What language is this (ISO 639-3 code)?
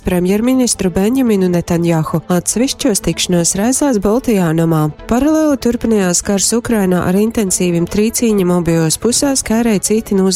ltg